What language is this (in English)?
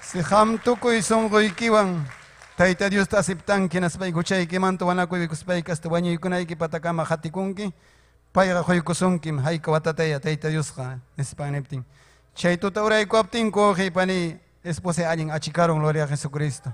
Ayacucho Quechua